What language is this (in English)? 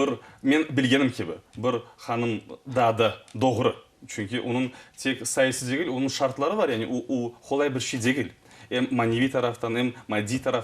Crimean Tatar